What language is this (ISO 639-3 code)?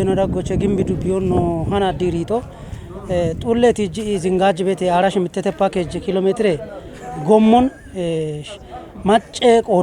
kbr